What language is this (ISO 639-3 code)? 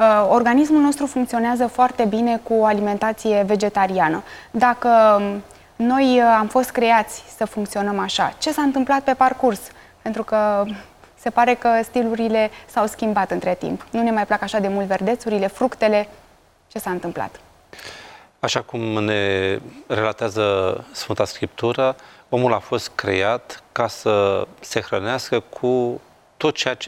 ron